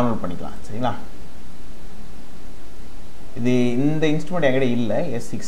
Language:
Tamil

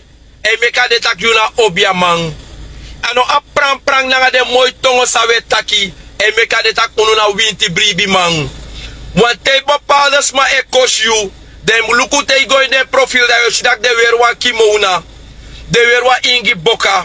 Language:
Sranan Tongo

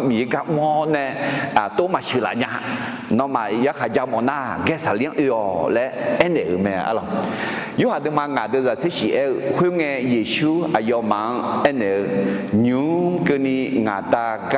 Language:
Akha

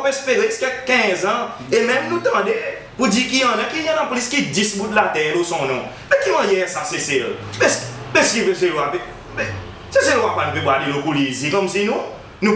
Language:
Seselwa Creole French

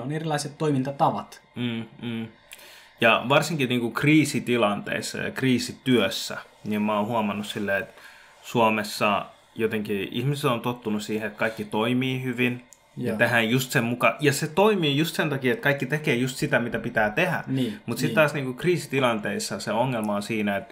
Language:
Finnish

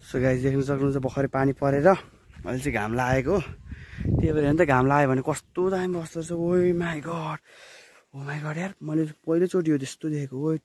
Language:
Nepali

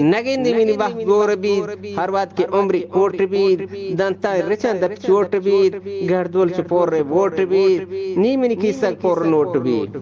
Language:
Eastern Balochi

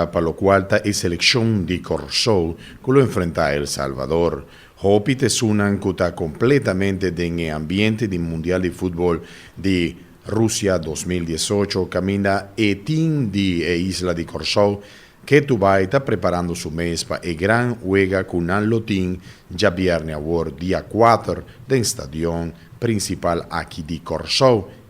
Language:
Papiamento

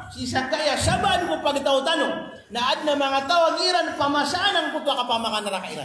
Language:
Maranao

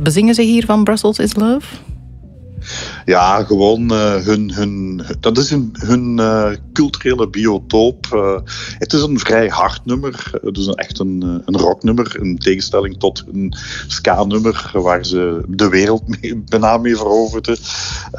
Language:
Dutch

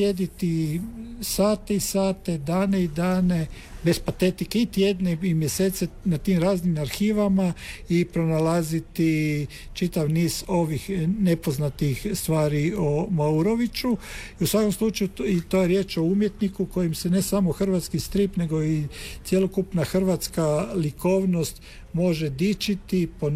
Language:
Croatian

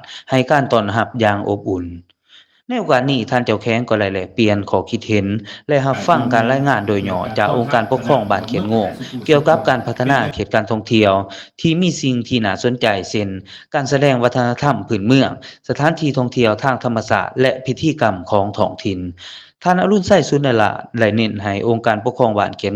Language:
Lao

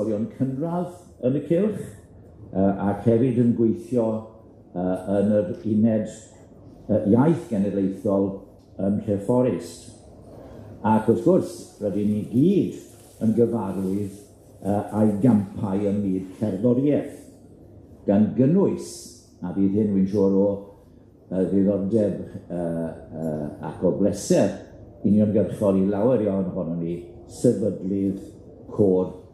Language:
Welsh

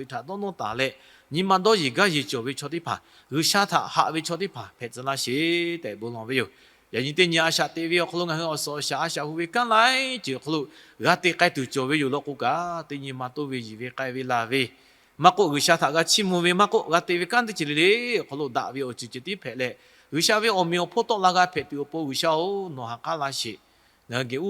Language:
Lahu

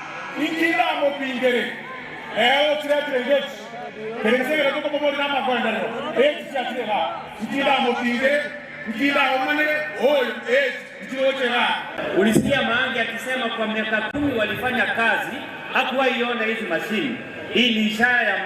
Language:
Gusii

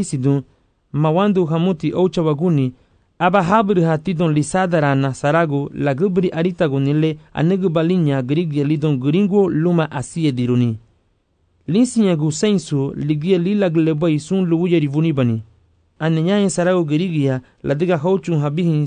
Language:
Garifuna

